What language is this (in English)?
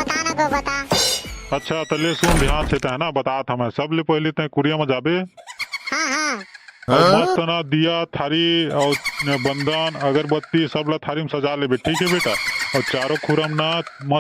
Chhattisgarhi